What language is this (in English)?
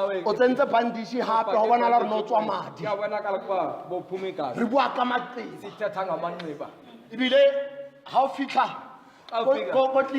Southern Sotho